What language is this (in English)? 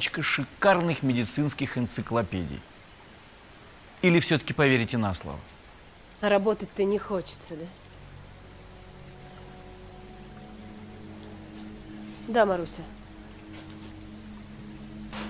Russian